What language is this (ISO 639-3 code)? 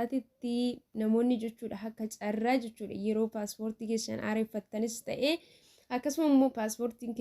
orm